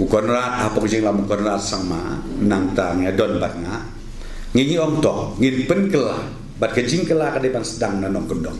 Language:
Khasi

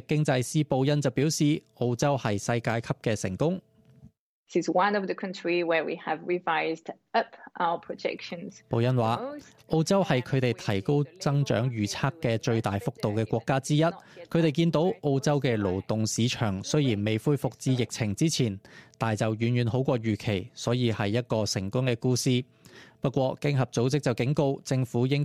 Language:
Cantonese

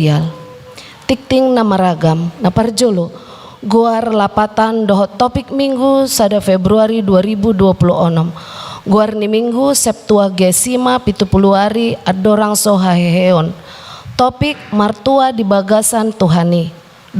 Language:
Batak Toba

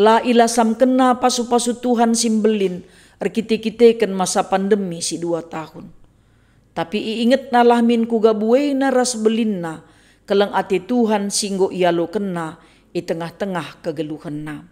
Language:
Batak Karo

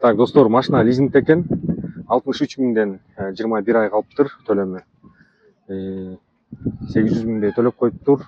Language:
Kyrgyz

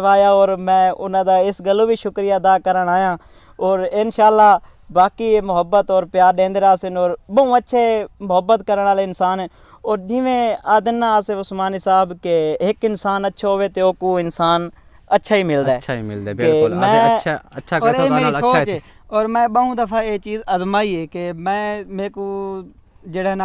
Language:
Saraiki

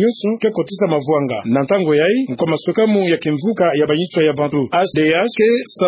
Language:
Kituba (Democratic Republic of Congo)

